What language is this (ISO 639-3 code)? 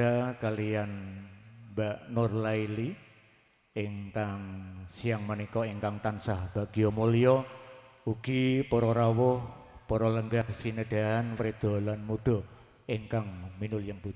jav